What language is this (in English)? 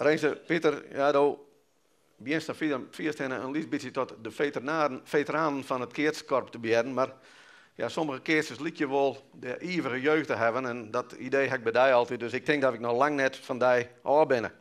Western Frisian